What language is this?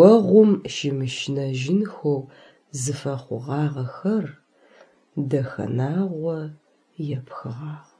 Adyghe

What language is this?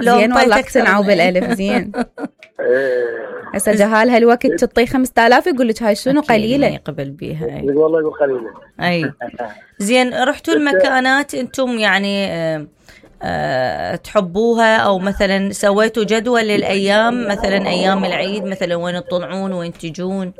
Mesopotamian Arabic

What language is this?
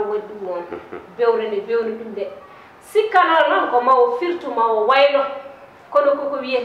Fula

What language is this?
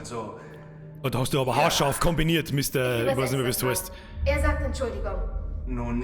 Bavarian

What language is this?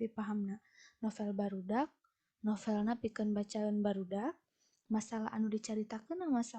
Sundanese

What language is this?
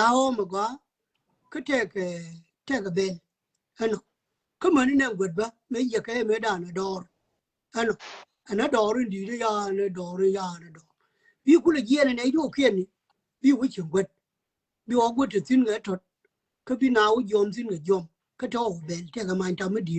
Nuer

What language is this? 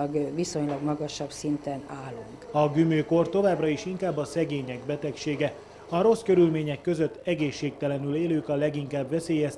Hungarian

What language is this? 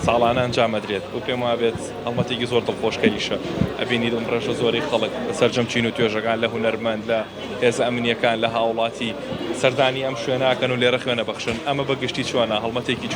Central Kurdish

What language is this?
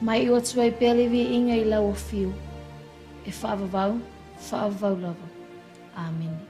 Samoan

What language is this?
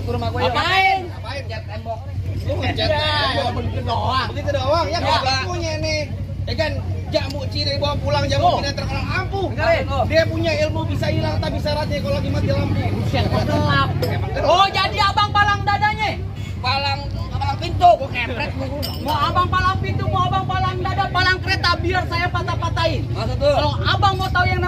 Betawi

